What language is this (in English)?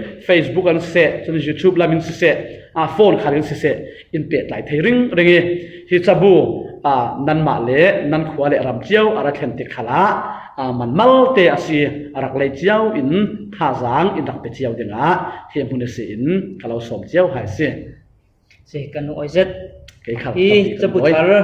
Falam Chin